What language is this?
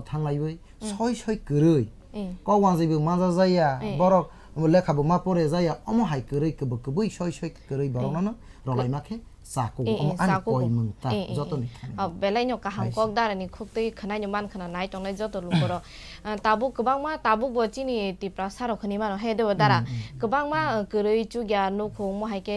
Kok Borok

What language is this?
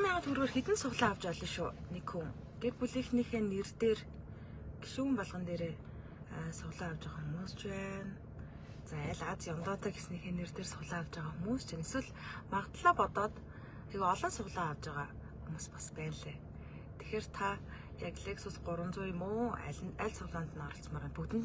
Mongolian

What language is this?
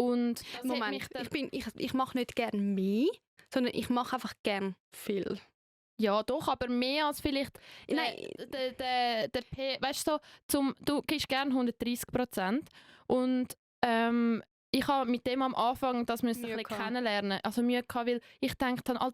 Swiss German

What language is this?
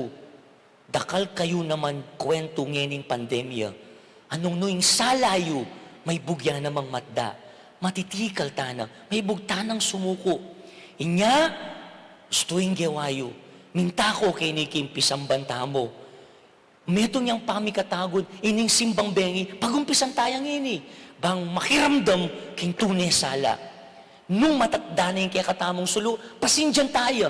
Pampanga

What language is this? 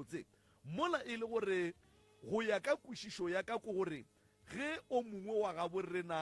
Northern Sotho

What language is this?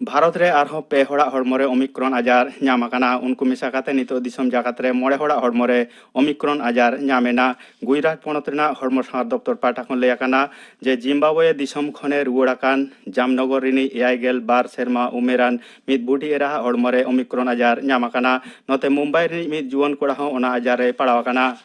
Santali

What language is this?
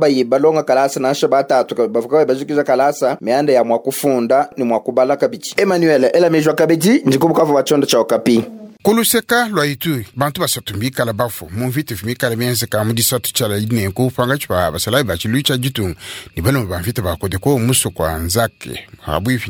Luba-Lulua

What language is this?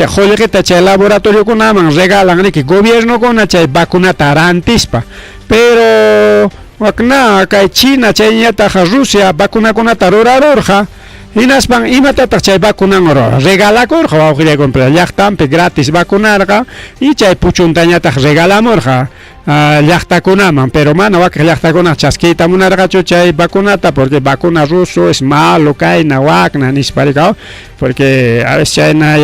Ayacucho Quechua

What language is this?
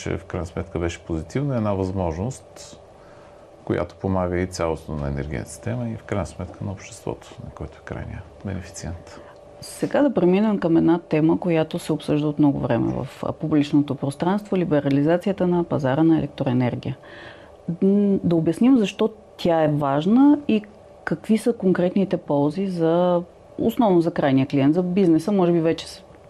Bulgarian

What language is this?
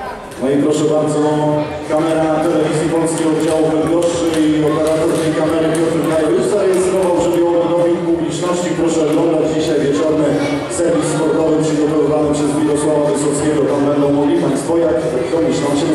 Polish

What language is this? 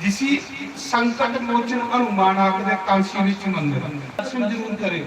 Dogri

